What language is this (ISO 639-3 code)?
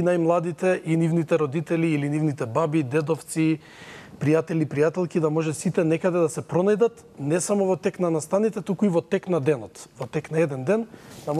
mkd